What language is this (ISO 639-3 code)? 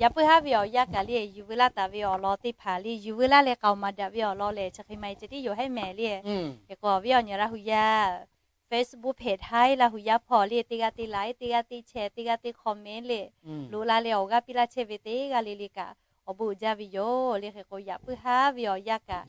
lhu